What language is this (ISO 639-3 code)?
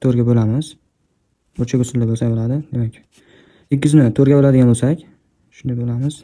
uzb